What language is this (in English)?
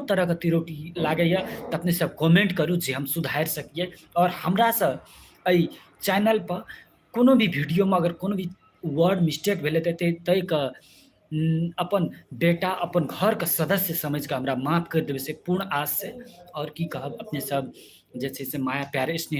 Maithili